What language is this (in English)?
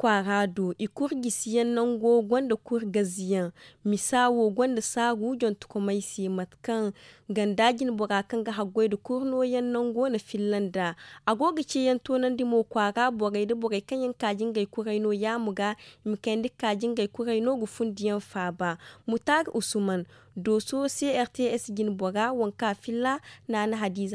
Zarma